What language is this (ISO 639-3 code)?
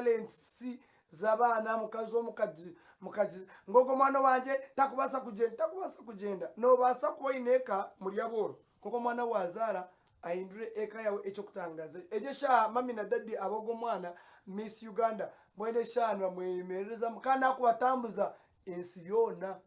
nyn